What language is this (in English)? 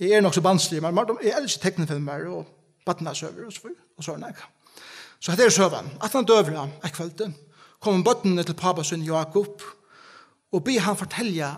Faroese